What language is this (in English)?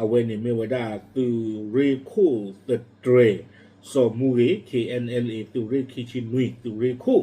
S'gaw Karen